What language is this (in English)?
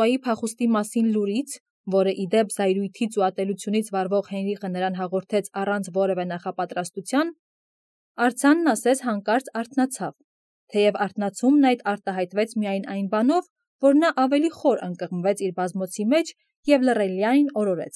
Armenian